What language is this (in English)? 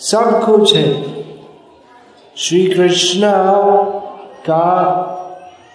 Hindi